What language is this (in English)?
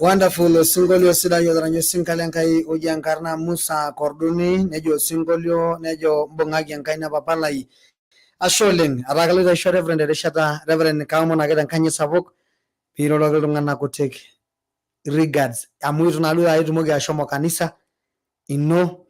Masai